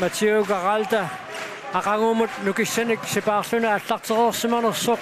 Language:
Kalaallisut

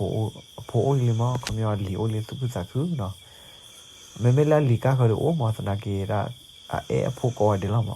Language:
S'gaw Karen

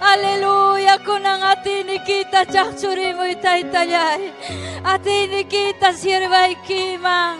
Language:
Ayacucho Quechua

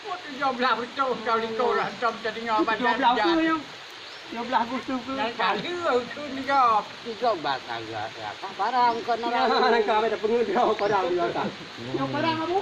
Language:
Achinese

